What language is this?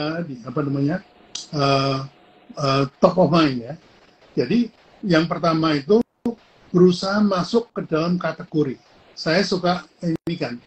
Indonesian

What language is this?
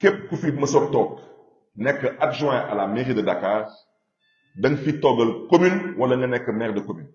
Wolof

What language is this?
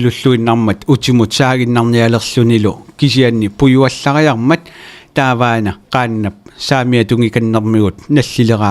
Kalaallisut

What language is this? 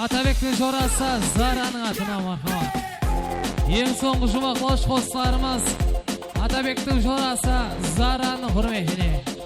Kara-Kalpak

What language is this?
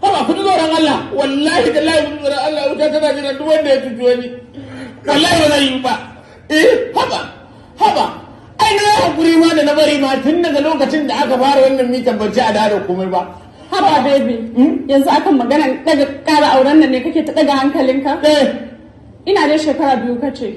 Hausa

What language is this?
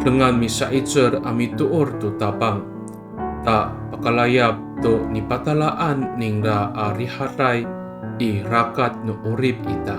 Amis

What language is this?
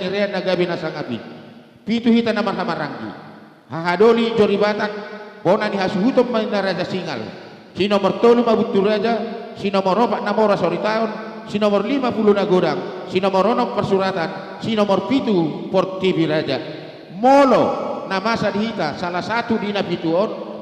Batak Karo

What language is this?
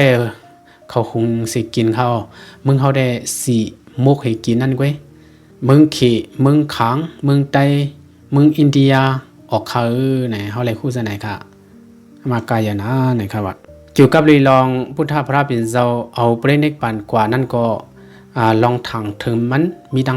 Shan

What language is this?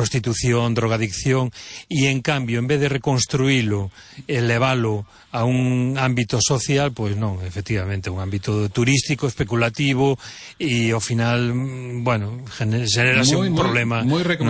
Galician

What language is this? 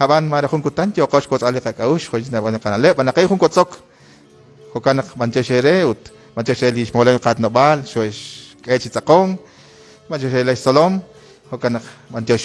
Kekchí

